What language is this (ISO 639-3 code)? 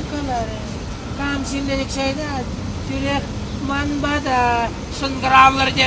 chv